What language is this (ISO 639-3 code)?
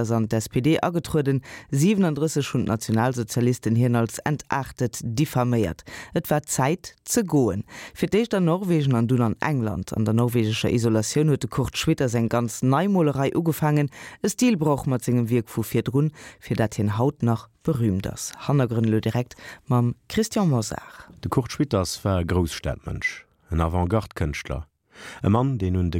ltz